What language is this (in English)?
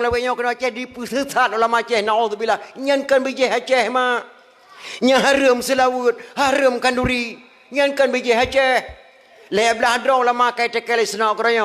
Achinese